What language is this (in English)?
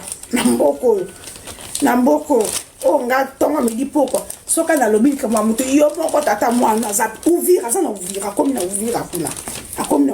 Lingala